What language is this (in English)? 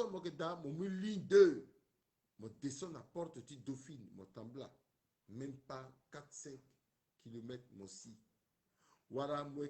Sango